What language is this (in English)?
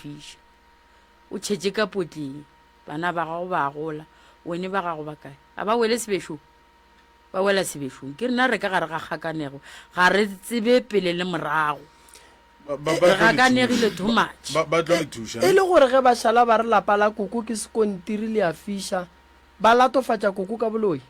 Northern Sotho